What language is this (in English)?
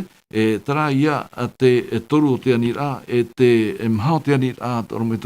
Tahitian